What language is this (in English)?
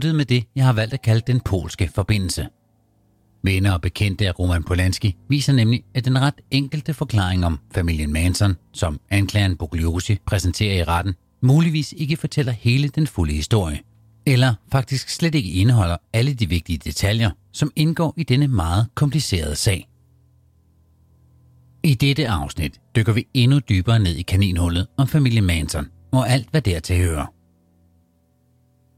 Danish